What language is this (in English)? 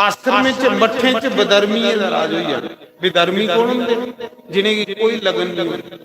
Dogri